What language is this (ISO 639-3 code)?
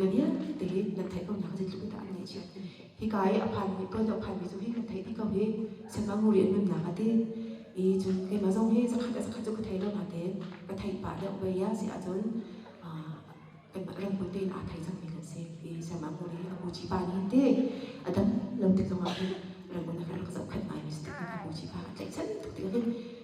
cnh